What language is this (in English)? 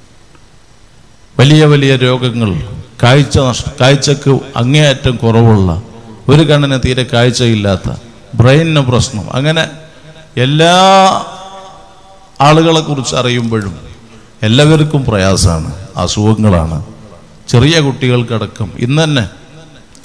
Malayalam